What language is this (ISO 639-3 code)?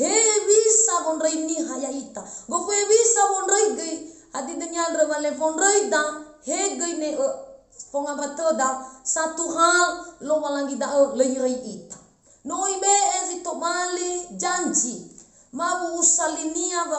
nia